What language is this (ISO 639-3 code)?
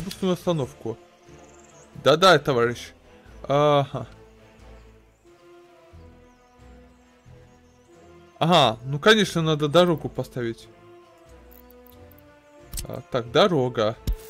rus